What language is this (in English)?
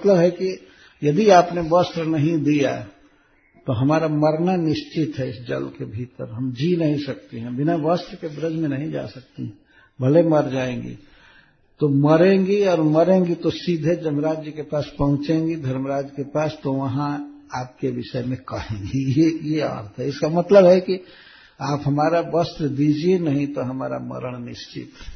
Hindi